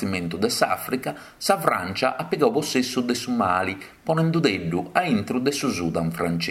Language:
Sardinian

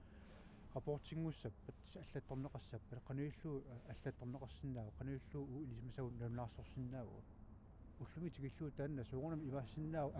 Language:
Kalaallisut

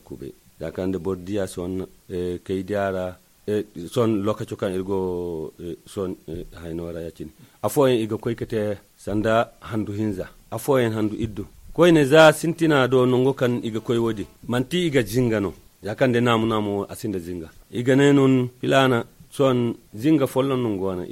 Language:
Zarma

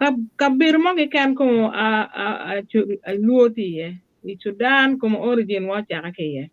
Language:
Acoli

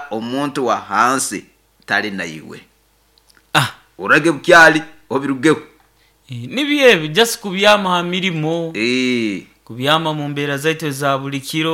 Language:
Nyoro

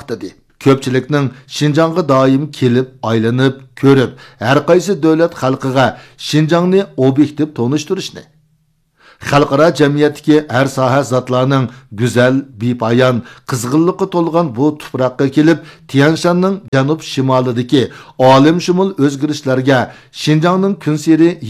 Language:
Uyghur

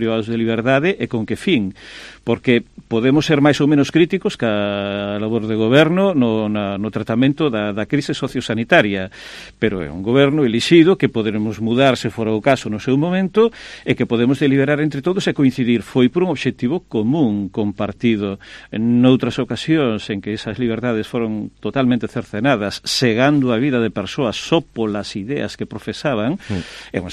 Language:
Galician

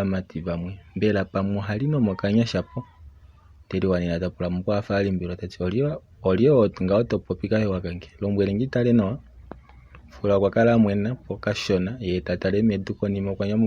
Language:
Kuanyama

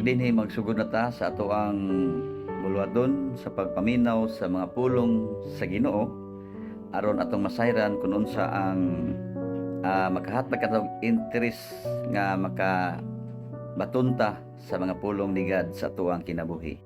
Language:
Cebuano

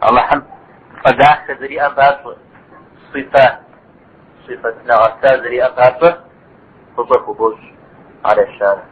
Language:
Kabardian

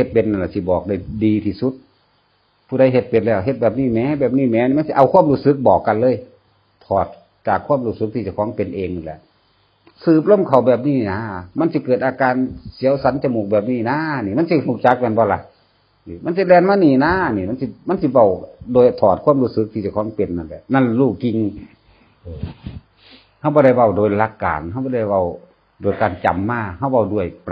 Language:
Northeastern Thai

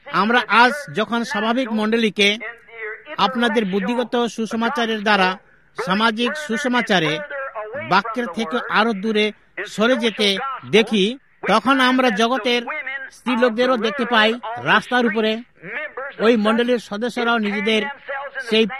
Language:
Bangla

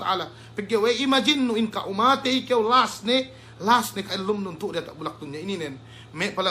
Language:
Yakan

